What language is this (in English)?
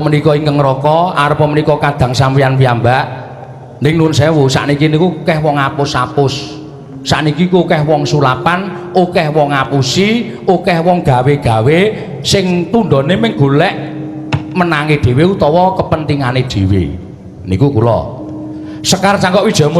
Javanese